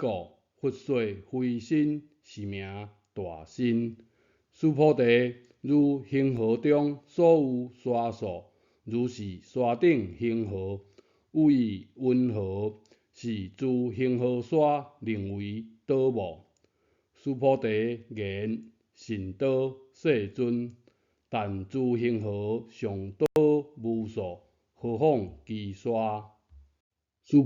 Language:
Min Nan Chinese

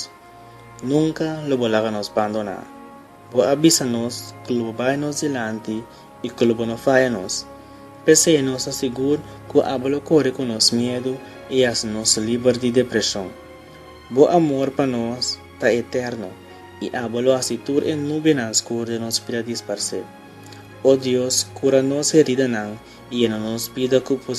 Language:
Papiamento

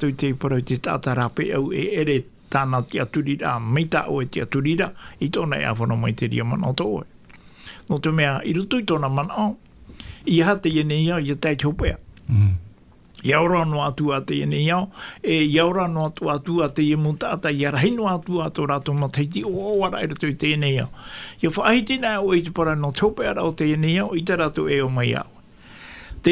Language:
Tahitian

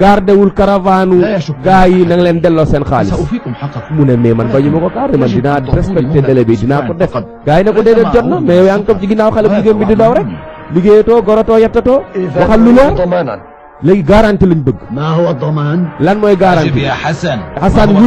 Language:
Wolof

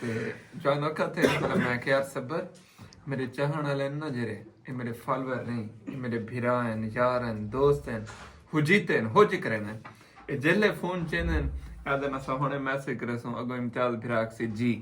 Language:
Saraiki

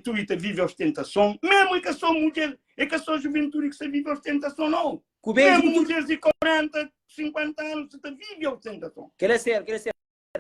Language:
Kabuverdianu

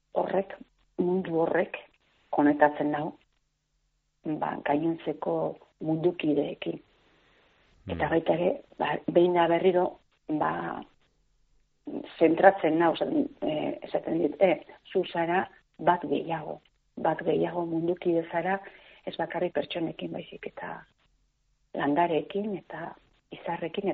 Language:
Basque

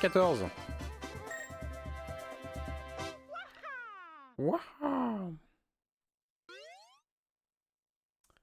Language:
French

